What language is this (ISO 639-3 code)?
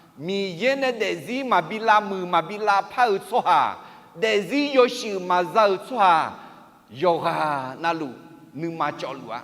ahk